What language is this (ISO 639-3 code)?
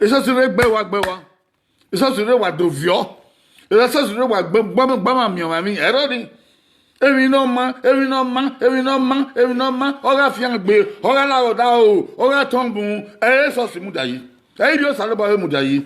bin